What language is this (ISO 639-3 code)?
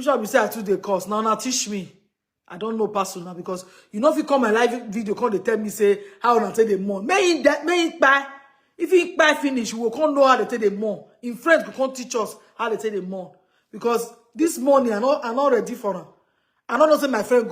pcm